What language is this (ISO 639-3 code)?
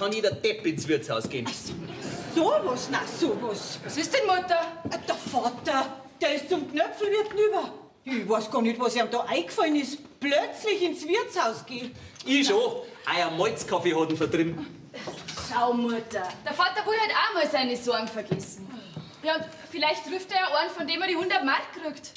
bar